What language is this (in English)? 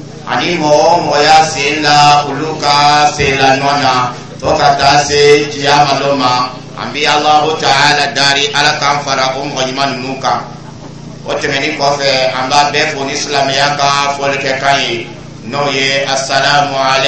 Dyula